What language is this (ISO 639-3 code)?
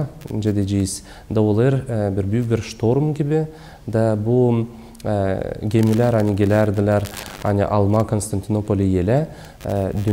gag